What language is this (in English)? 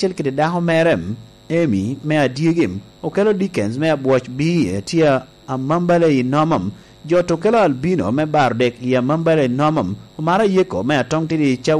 Lango (Uganda)